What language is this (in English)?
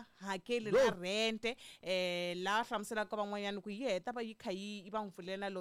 Tsonga